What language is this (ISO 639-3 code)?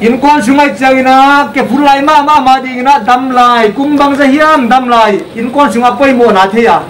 pck